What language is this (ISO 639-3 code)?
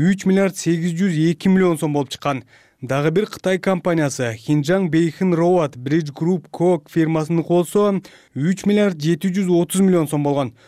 kir